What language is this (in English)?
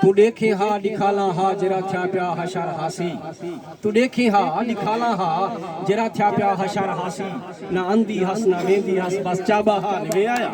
Saraiki